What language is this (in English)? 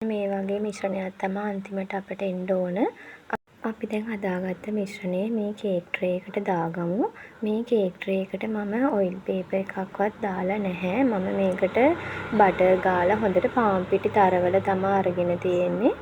Sinhala